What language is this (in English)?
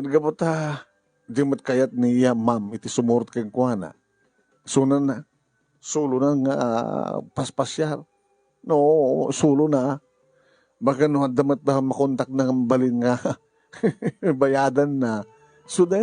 Iloko